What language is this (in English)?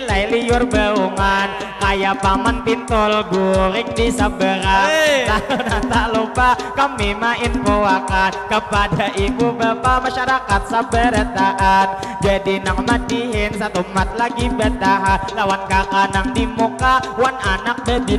Banjar